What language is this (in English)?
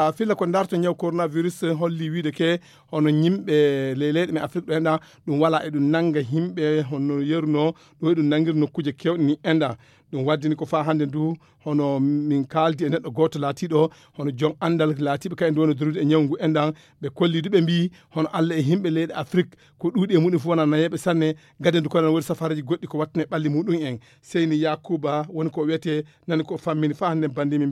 Fula